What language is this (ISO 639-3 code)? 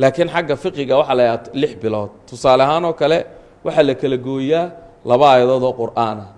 som